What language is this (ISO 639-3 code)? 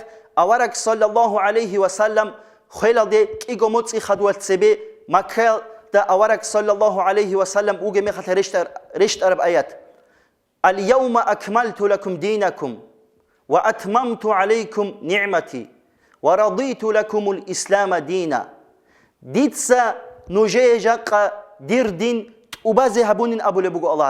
ava